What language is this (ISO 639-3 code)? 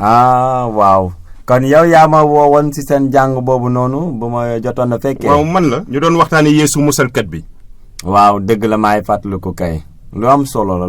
wol